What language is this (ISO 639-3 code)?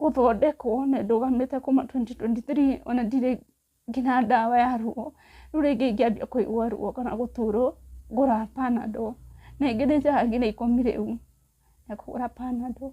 kik